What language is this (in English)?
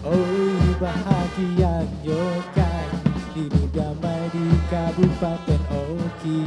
Musi